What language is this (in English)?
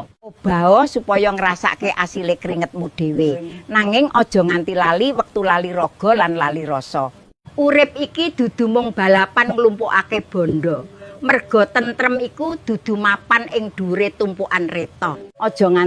Javanese